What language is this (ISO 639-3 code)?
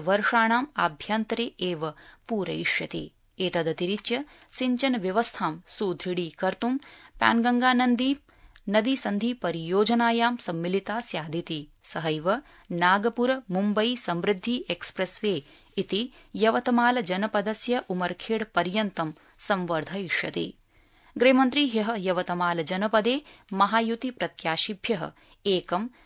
san